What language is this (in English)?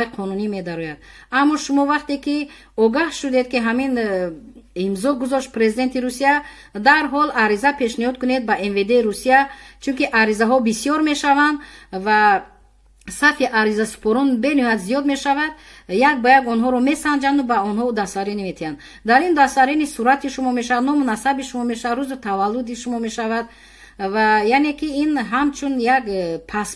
Tajik